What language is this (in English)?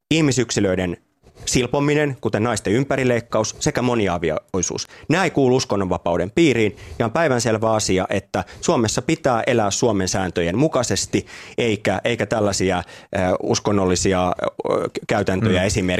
Finnish